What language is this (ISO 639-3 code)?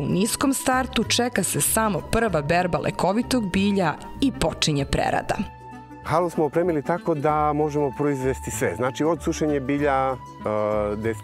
srp